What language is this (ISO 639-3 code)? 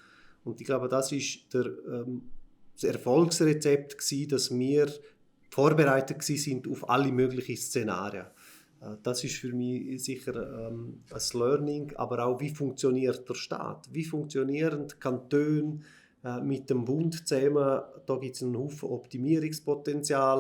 gsw